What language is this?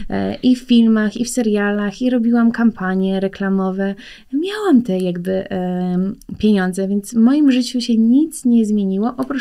Polish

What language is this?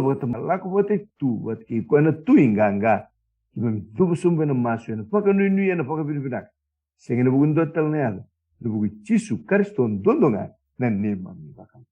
Fijian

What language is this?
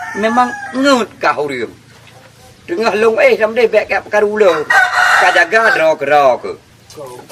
Achinese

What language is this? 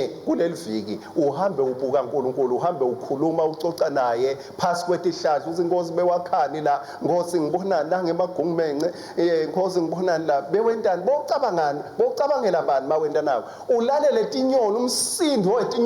Swati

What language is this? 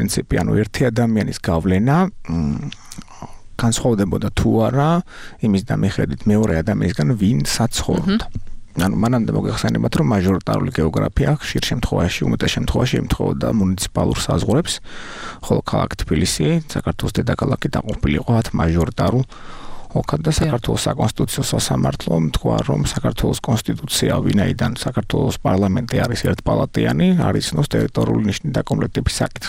Georgian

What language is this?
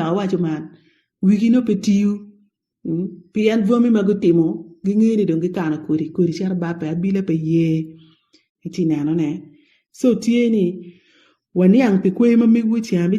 Acoli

